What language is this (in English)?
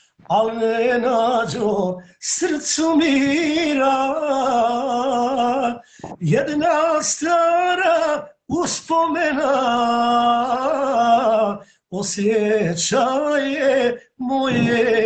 Bosnian